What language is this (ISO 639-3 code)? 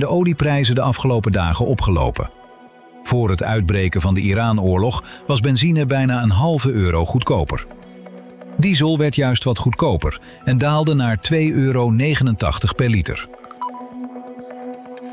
nld